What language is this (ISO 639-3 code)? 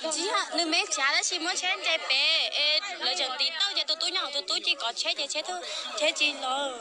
hmn